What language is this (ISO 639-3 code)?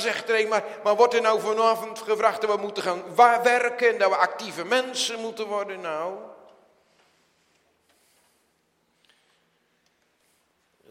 nld